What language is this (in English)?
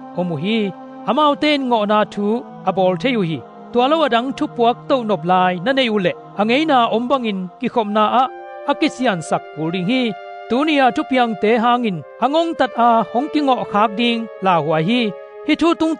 Tedim Chin